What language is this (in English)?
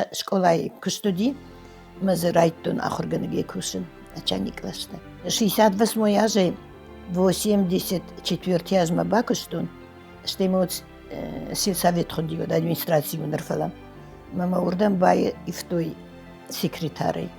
Ossetic